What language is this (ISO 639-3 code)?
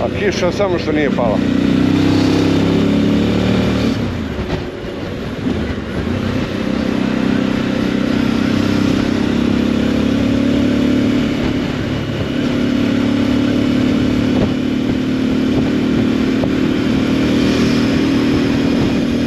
hrv